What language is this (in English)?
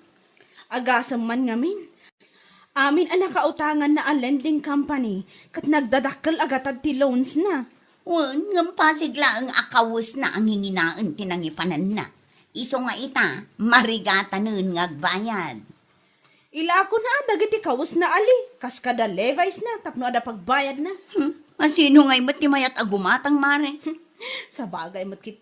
Iloko